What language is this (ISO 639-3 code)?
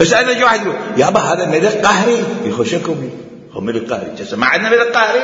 acm